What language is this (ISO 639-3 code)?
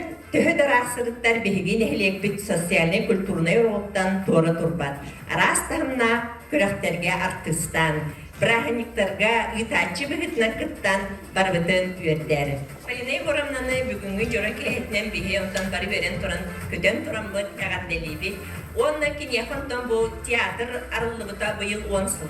sah